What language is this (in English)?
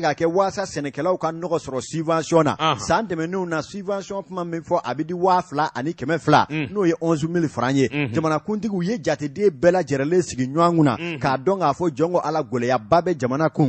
Bambara